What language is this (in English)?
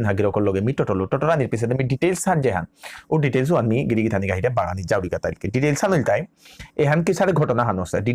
Bishnupriya